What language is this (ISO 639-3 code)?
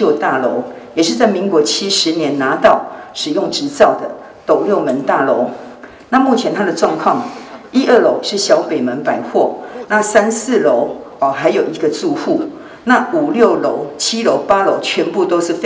zho